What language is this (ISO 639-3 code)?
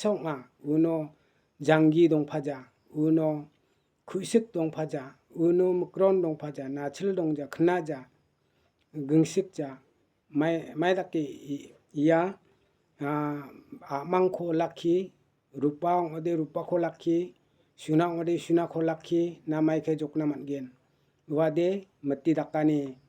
grt